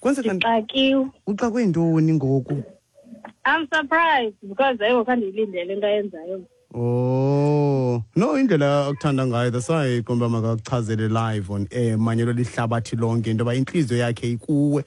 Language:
Xhosa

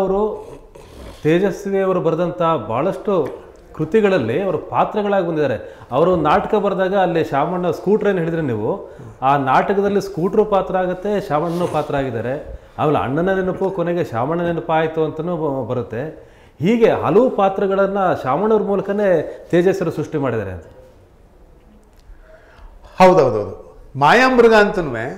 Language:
Kannada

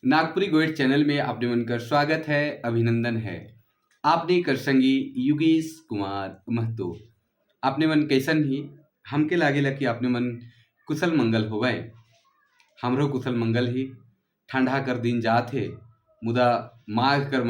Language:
Sadri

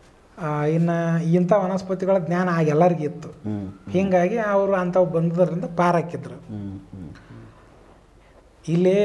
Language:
Kannada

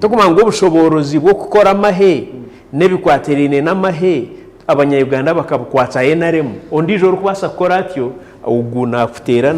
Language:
Nyankole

